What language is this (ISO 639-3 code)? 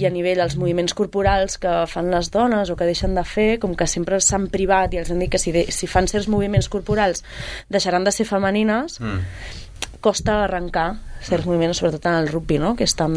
cat